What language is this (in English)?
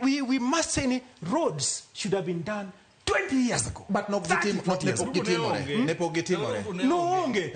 Luo (Kenya and Tanzania)